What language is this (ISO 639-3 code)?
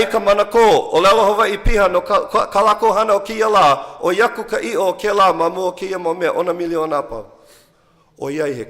haw